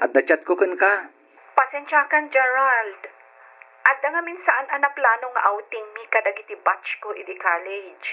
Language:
Iloko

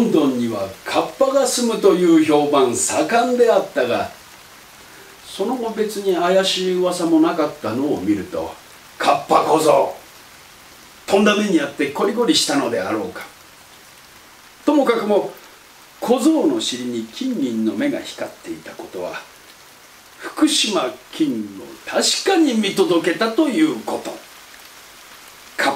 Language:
Japanese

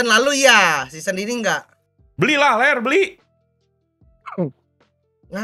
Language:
Indonesian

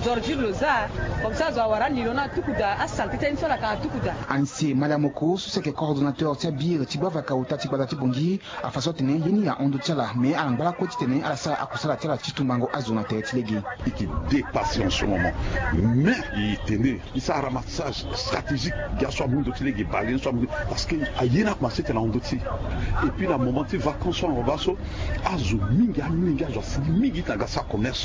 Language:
Sango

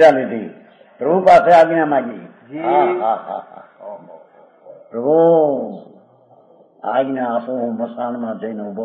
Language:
Gujarati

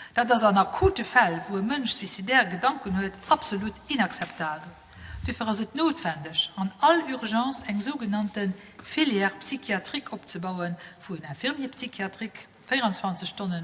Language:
Luxembourgish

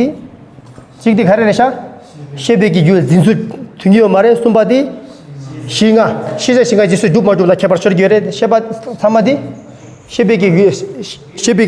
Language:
Tibetan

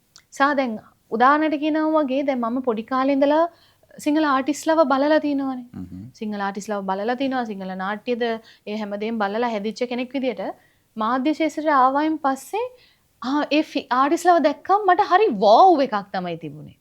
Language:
Sinhala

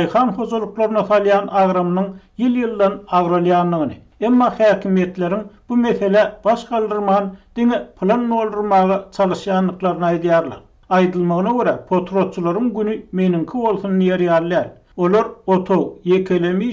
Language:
Turkmen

